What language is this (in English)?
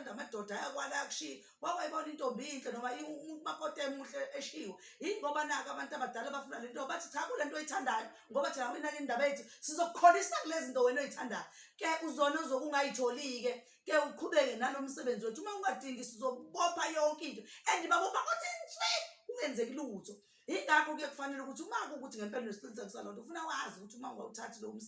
Zulu